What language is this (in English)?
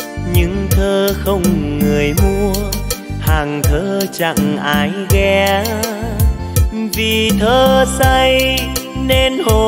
Vietnamese